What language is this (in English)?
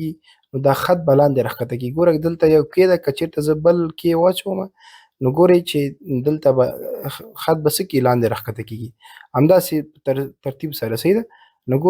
Pashto